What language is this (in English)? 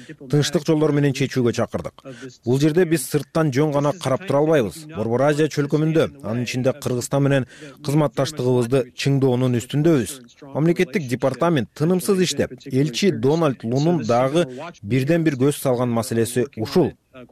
Kyrgyz